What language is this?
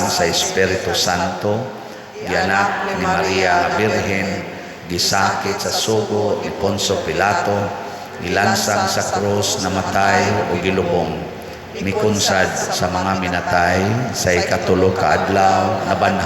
Cebuano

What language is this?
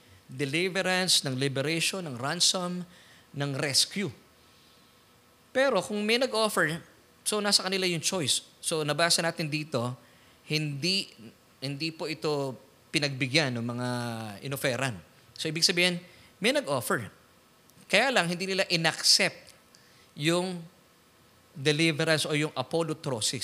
Filipino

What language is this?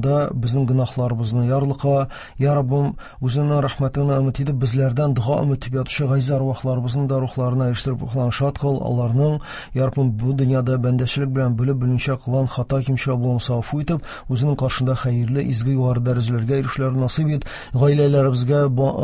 Tatar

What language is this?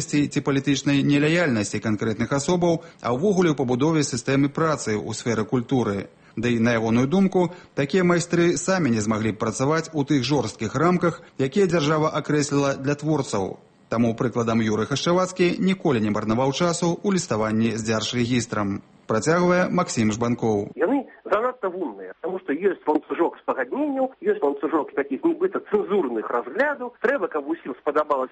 Belarusian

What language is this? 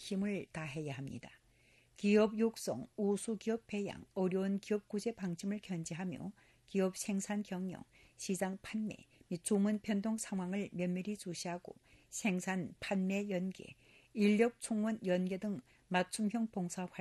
Korean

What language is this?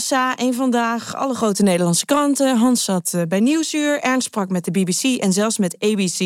Dutch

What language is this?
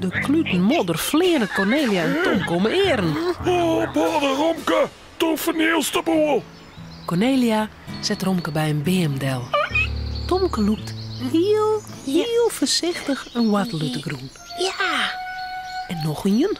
Western Frisian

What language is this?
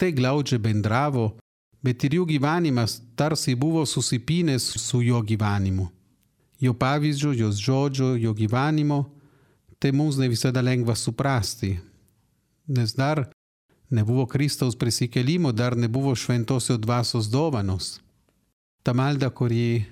Lithuanian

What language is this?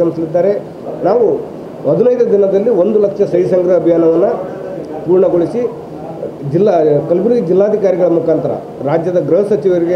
Kannada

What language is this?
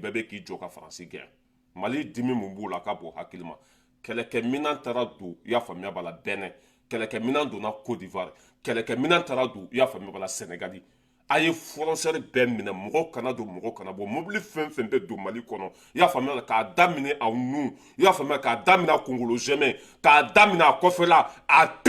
Bambara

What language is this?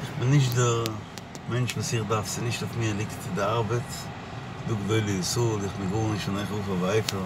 Yiddish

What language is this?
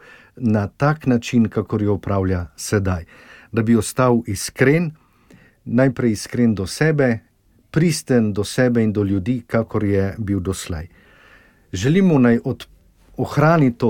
Slovenian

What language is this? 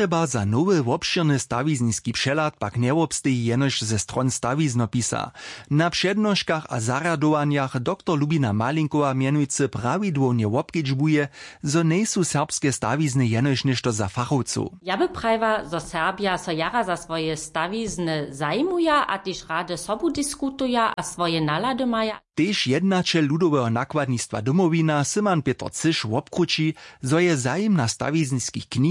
Upper Sorbian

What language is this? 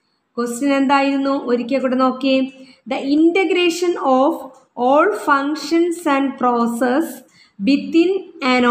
Malayalam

